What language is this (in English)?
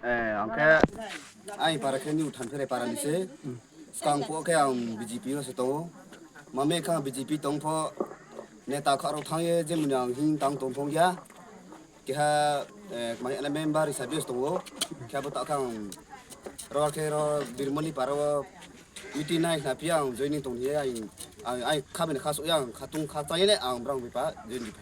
Riang (India)